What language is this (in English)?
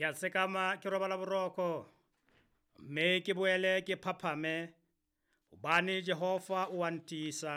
Southern Sotho